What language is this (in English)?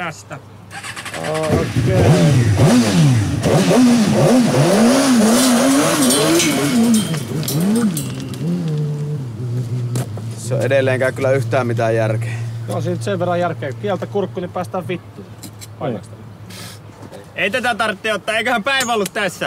Finnish